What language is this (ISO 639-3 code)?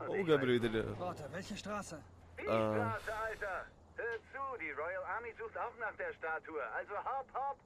gsw